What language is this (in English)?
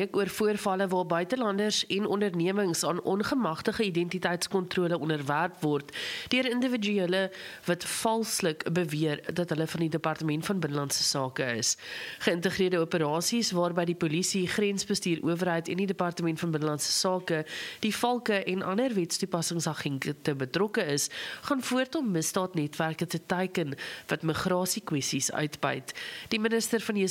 Afrikaans